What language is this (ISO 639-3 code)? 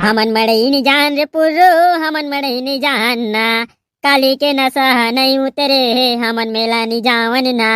hne